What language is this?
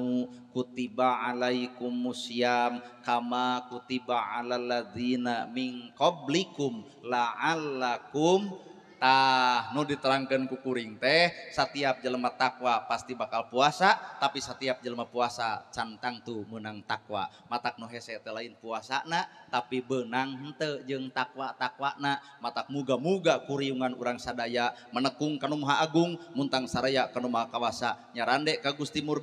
Sundanese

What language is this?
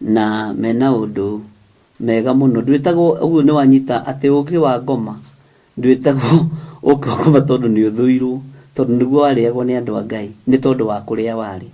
Kikuyu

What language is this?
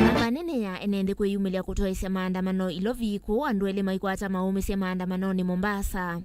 Kamba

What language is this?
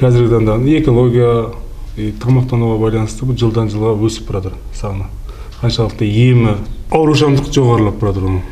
Kazakh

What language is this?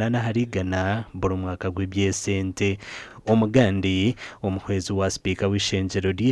Nyankole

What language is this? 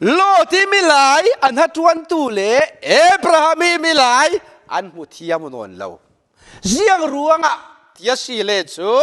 Falam Chin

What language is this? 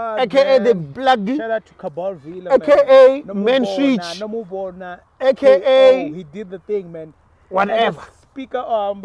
Venda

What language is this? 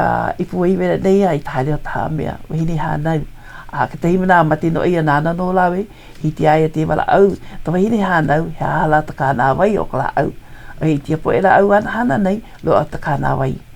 Hawaiian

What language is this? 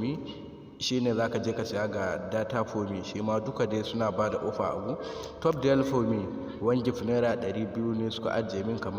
Hausa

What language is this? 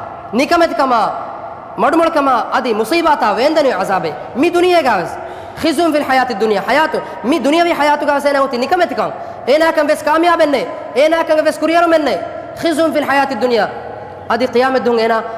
Divehi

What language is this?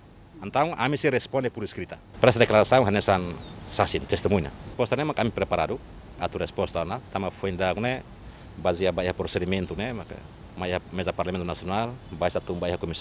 Tetum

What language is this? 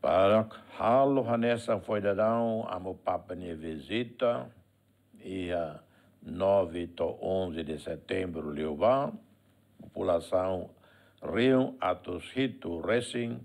Tetum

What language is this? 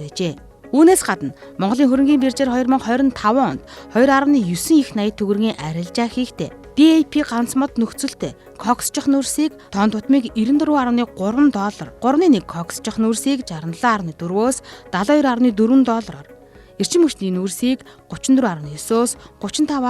Mongolian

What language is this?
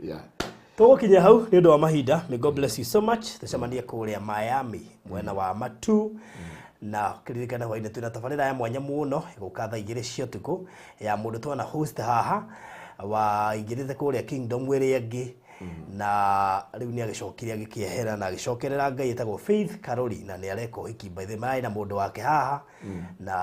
Kikuyu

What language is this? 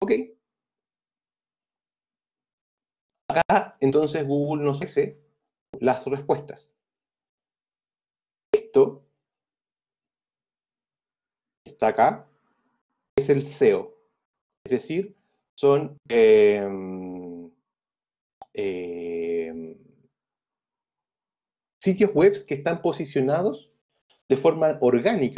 Spanish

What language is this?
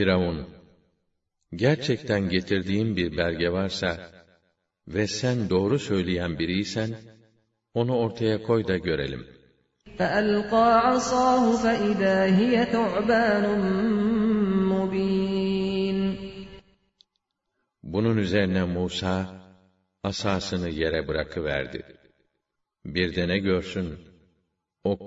Turkish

